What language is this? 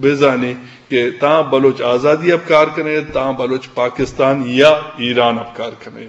Eastern Balochi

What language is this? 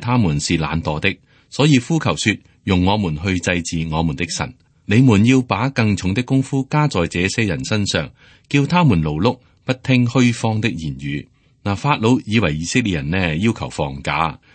Cantonese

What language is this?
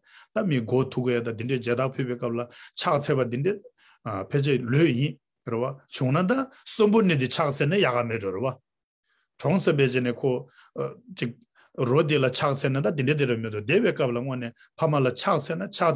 Tibetan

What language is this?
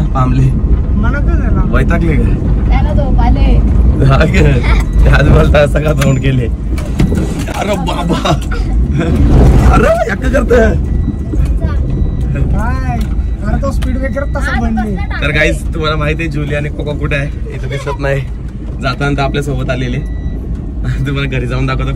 Marathi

